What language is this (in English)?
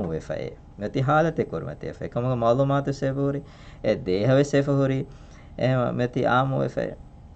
Divehi